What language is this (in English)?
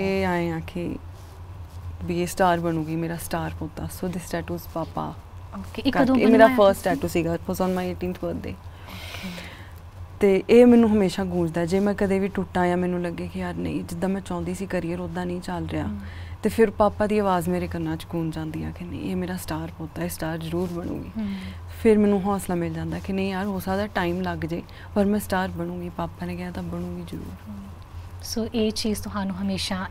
Punjabi